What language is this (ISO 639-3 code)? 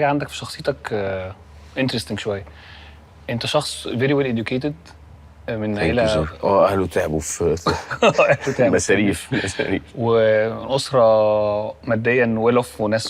arz